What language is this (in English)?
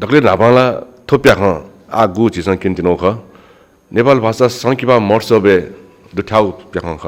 Newari